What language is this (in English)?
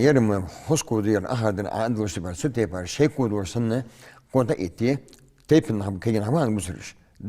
Ingush